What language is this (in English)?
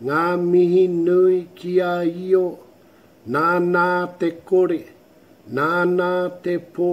Māori